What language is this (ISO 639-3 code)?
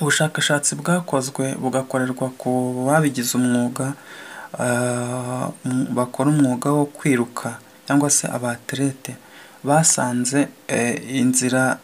kin